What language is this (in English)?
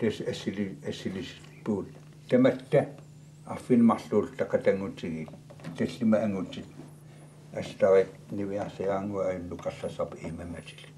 Kalaallisut